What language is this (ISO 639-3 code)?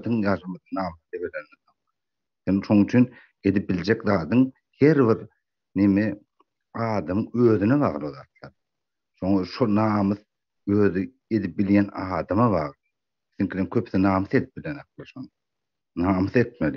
tuk